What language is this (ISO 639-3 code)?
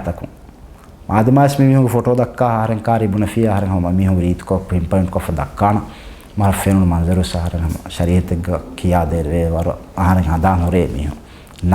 div